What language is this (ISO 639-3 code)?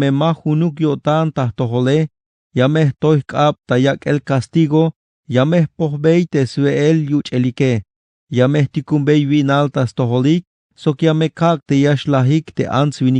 tzh